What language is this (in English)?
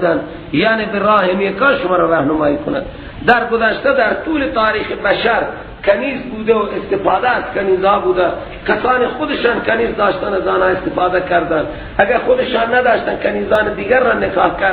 Persian